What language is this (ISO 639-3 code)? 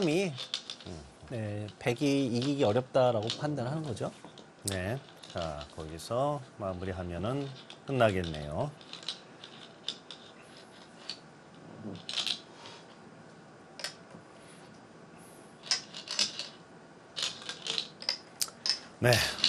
kor